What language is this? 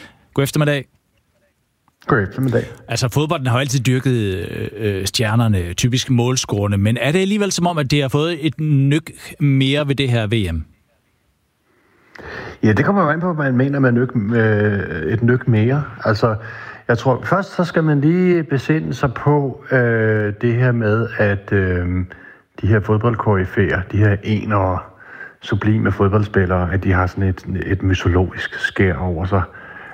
Danish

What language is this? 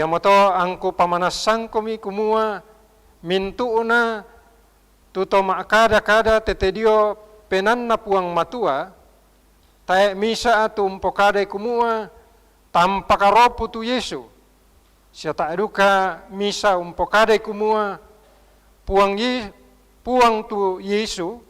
Toraja-Sa'dan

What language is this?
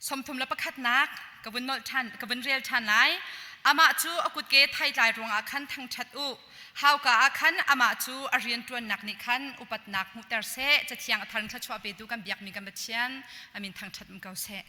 Hakha Chin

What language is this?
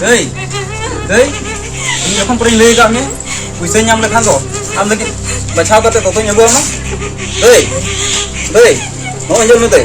Santali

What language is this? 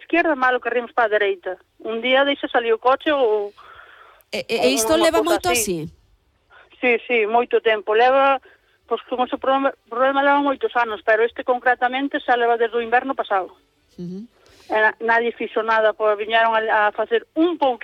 Galician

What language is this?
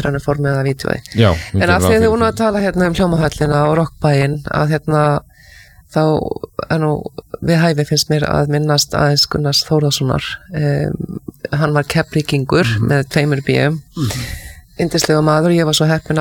Icelandic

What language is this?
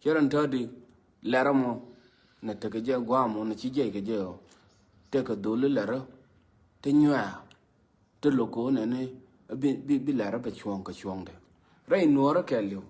Nuer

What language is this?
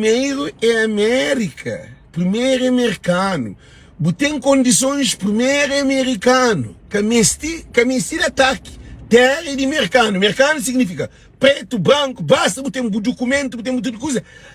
Kabuverdianu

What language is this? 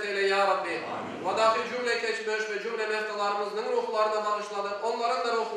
Crimean Tatar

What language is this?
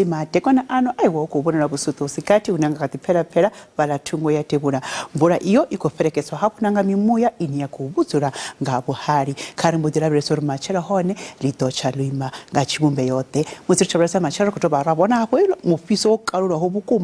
Venda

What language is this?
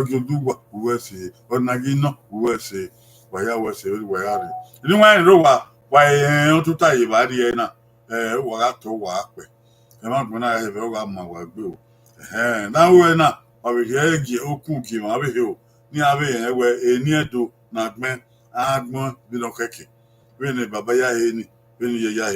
Bini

